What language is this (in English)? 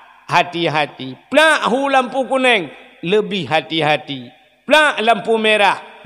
Achinese